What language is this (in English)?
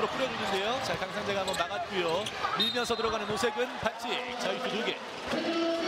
Korean